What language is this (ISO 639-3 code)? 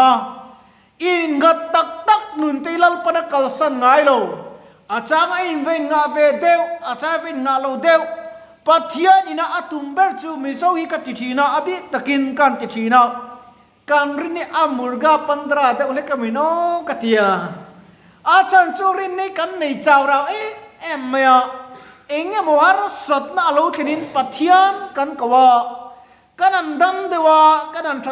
lus